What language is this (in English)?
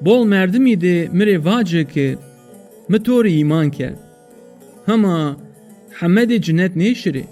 Zaza